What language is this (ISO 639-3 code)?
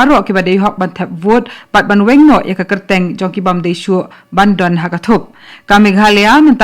kha